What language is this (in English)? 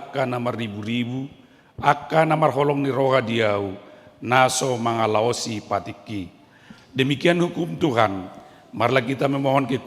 Batak Toba